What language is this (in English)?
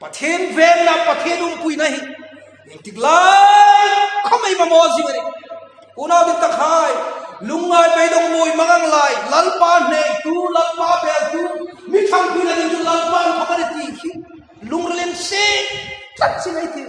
Hmar